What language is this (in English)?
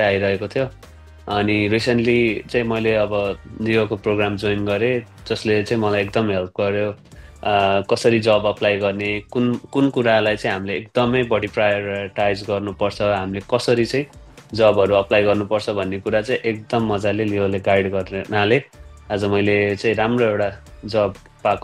Nepali